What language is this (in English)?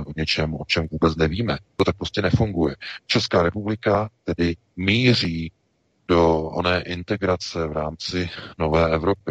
Czech